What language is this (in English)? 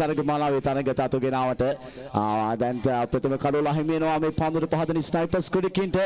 Sinhala